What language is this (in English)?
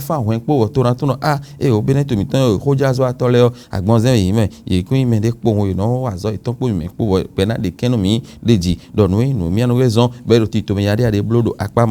Fon